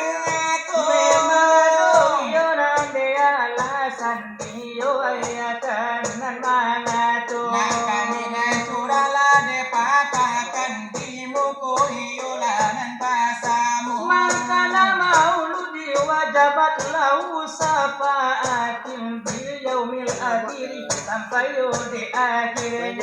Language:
Minangkabau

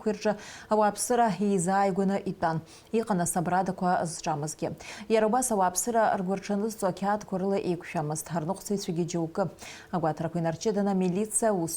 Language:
Abkhazian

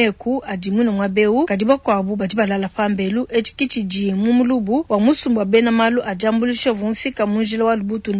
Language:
Luba-Lulua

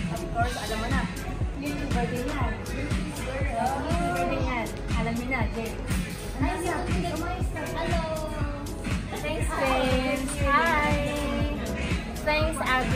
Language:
Filipino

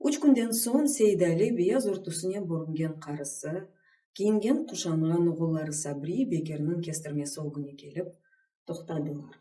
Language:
Crimean Tatar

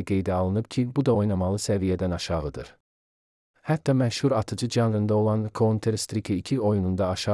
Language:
Azerbaijani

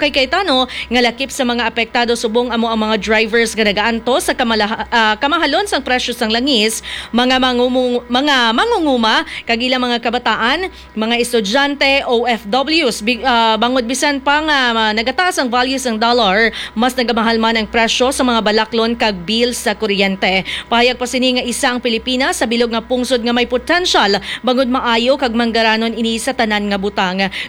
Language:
Hiligaynon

